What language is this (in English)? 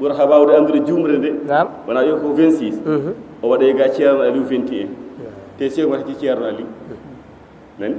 Fula